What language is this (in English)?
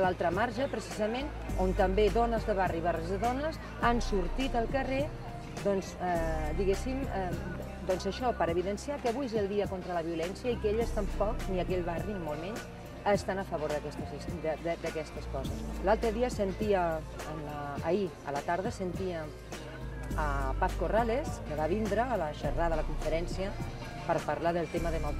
Catalan